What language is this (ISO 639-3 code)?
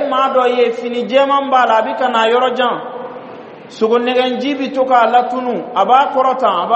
bam